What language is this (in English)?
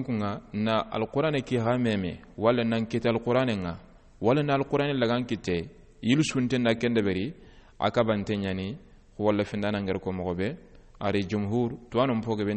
Soninke